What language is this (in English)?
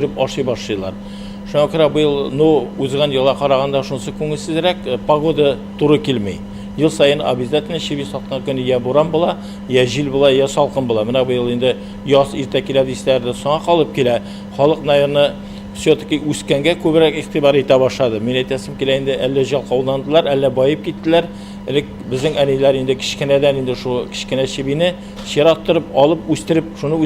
Tatar